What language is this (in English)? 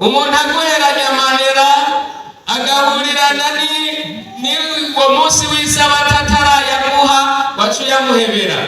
Rundi